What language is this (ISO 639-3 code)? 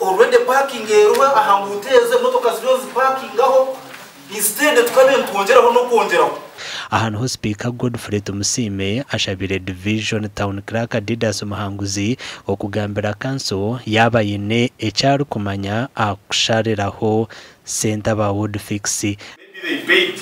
nyn